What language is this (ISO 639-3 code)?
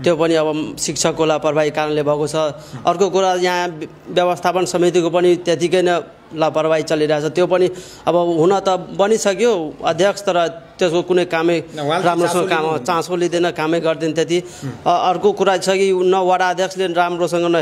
nep